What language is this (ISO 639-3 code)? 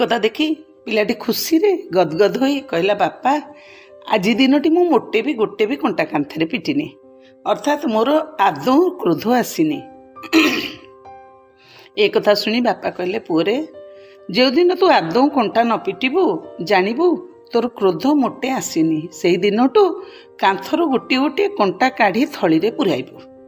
ori